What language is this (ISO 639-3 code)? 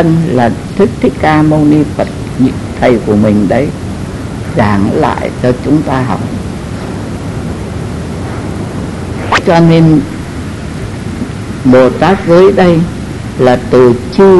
vie